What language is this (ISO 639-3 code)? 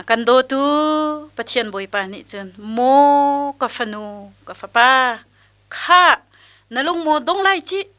cnh